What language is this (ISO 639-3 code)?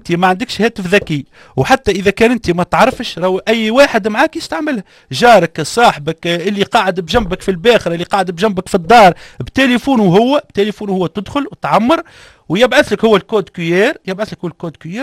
aeb